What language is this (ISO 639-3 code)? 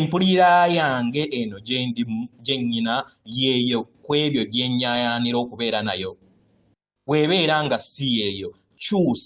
lug